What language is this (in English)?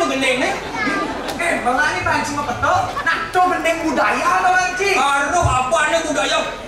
Balinese